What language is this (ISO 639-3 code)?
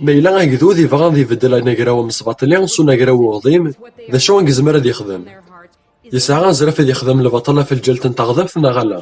kab